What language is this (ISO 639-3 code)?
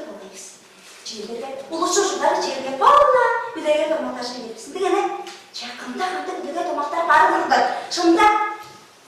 tyv